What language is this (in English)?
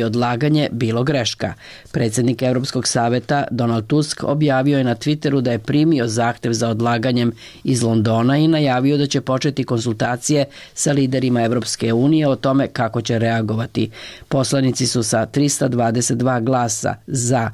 Serbian